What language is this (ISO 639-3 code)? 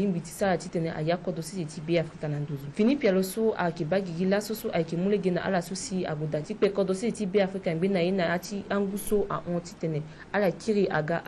sag